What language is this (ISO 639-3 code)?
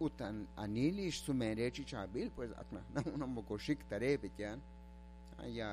kek